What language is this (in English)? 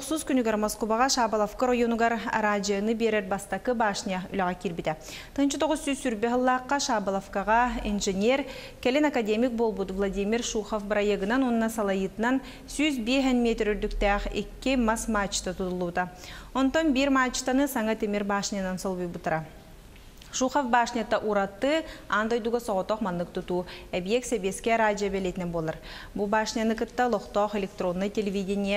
Yakut